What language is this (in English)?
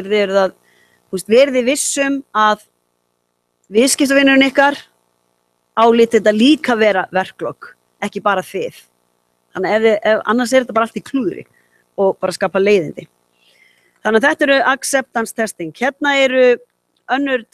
Icelandic